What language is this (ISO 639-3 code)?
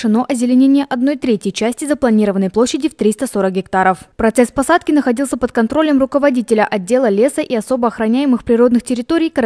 rus